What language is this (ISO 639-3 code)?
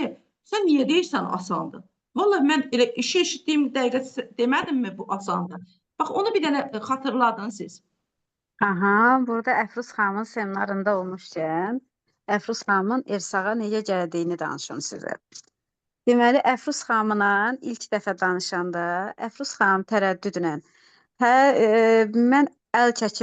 aze